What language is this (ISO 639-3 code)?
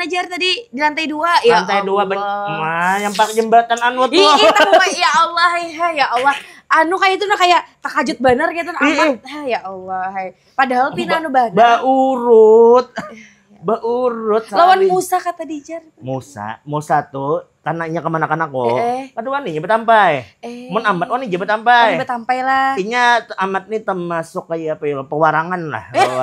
bjn